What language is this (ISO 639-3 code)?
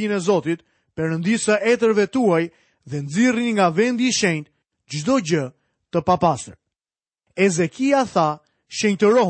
sqi